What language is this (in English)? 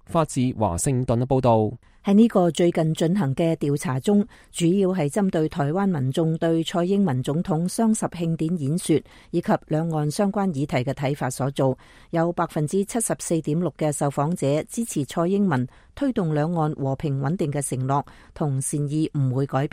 Cantonese